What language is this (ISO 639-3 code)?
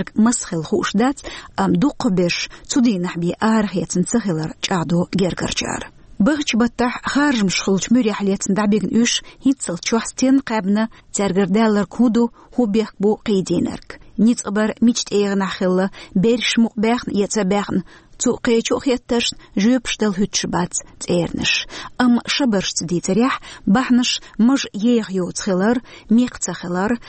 che